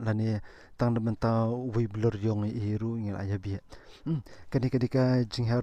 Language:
Khasi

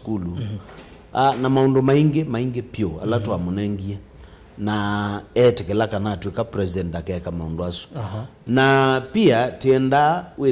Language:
Kamba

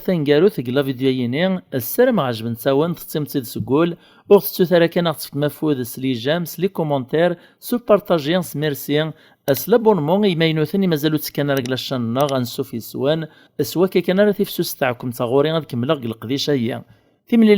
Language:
Kabyle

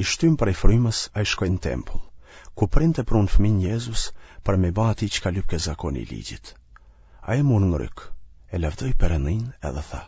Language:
Albanian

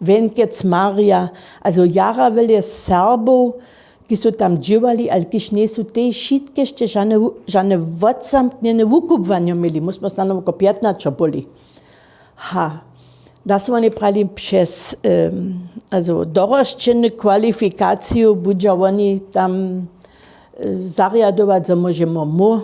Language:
Upper Sorbian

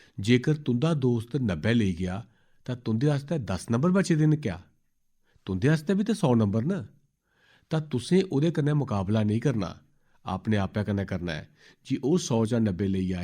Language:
Dogri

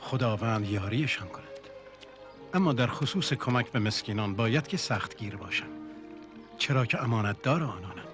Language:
Tajik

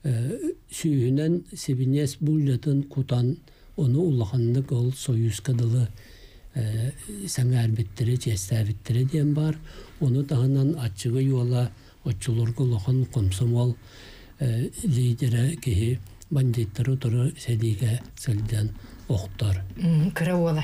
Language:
Yakut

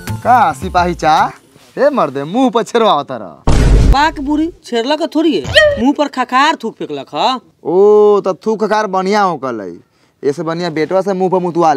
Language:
Bhojpuri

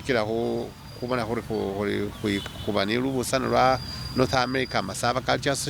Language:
Masaaba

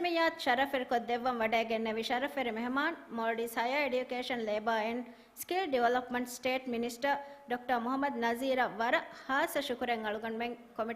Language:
Divehi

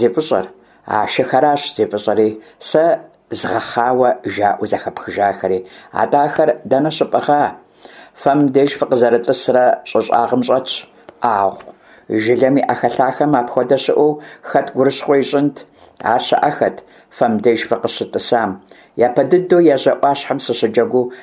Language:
Kabardian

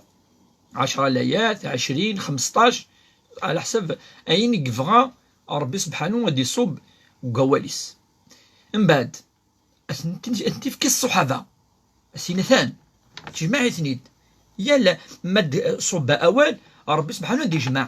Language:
Kabyle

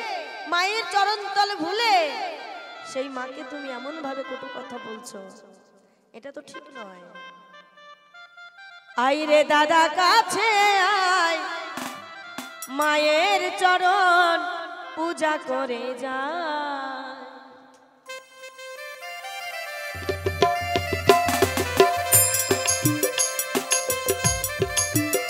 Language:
Bangla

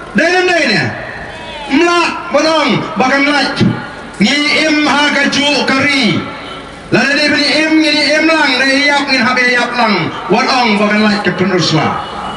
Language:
Khasi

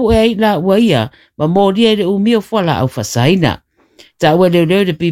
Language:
Samoan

